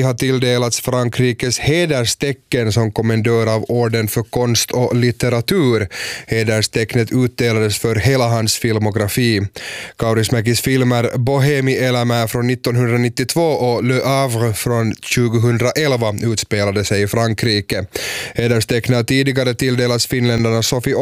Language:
Swedish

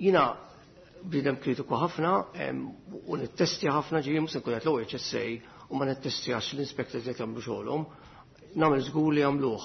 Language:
Maltese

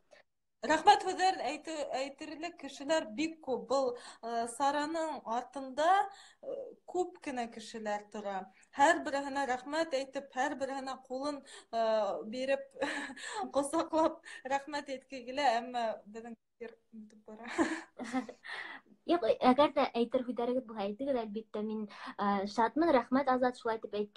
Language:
Bashkir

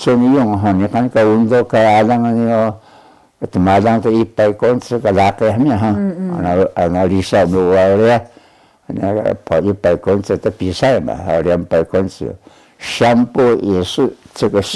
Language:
Taroko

